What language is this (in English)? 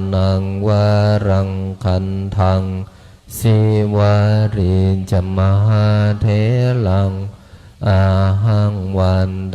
Pali